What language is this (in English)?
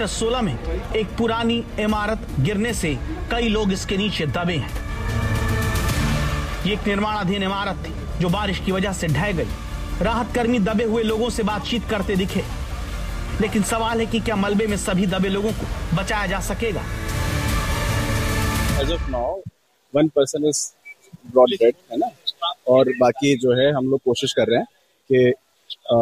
Hindi